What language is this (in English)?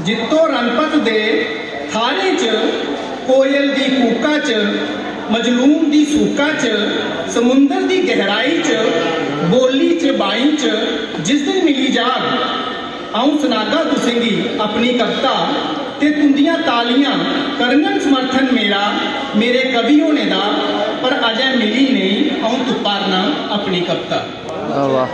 Dogri